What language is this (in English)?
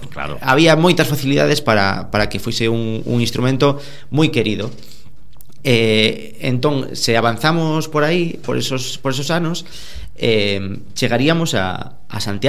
Galician